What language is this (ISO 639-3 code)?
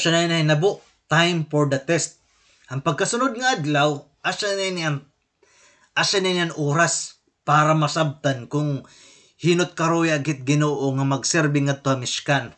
war